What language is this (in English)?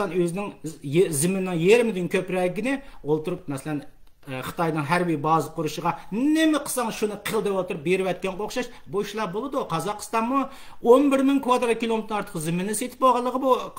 Uyghur